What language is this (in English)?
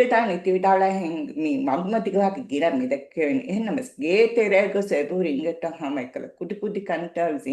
Divehi